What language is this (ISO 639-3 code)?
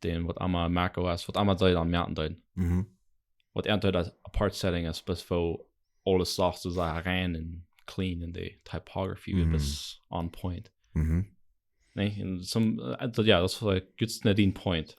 pdt